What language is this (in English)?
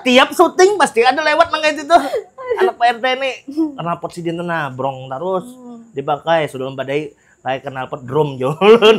Banjar